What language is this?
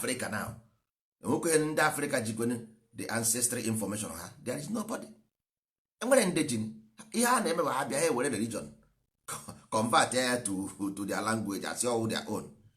Igbo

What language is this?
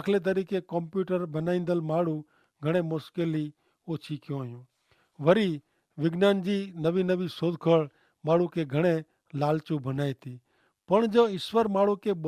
Kachhi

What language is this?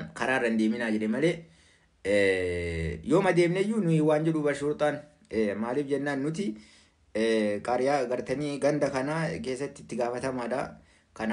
Oromo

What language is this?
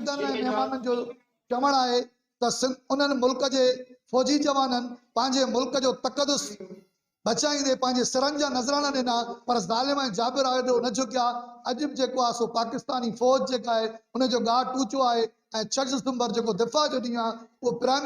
Sindhi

